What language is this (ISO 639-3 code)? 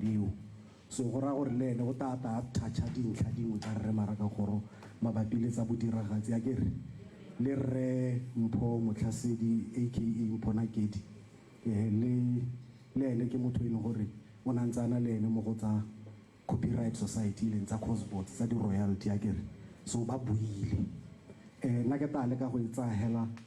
tsn